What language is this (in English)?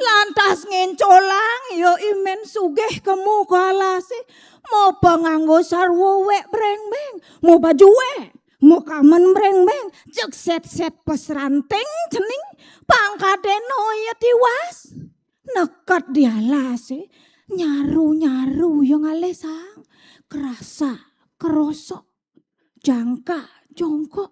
Balinese